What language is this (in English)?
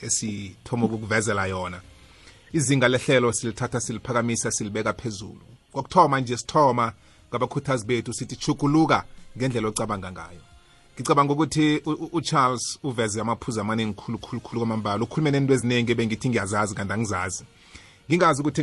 South Ndebele